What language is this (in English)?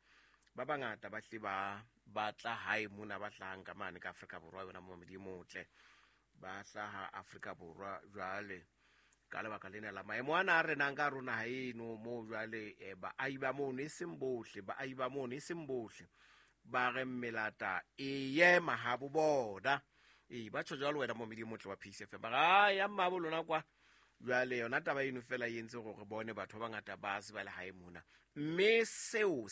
Southern Sotho